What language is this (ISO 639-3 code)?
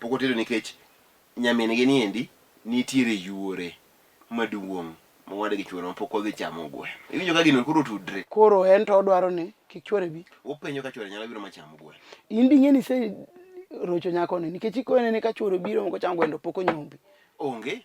luo